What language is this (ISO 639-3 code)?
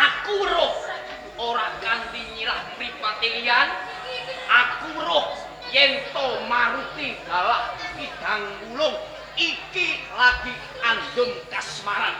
jav